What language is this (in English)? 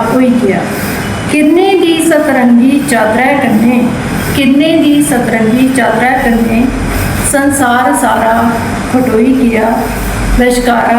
Dogri